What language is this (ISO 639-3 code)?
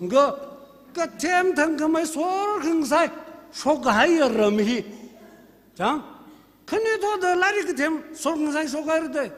nmf